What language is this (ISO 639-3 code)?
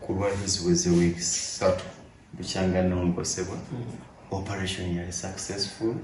lug